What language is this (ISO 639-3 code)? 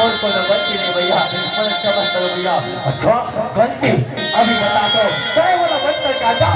hne